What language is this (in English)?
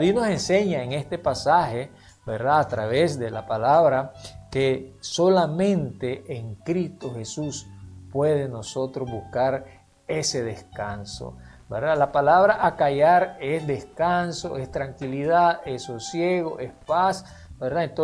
Spanish